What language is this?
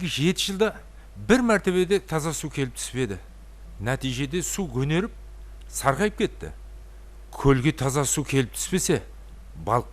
Kara-Kalpak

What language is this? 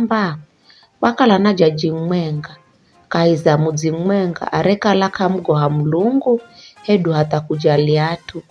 Giryama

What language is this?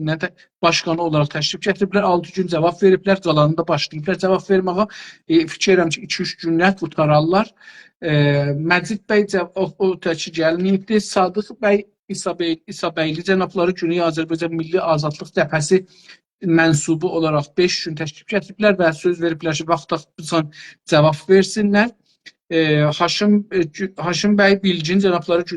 South Azerbaijani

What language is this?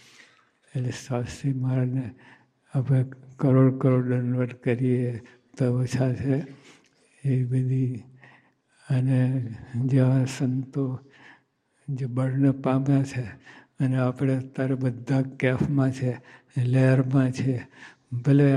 Gujarati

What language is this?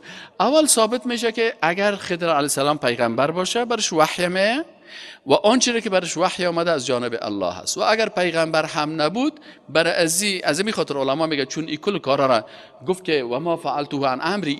Persian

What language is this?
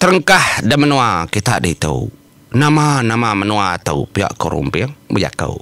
Iban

